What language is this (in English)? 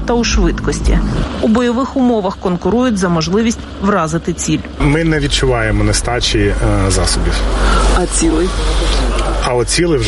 Ukrainian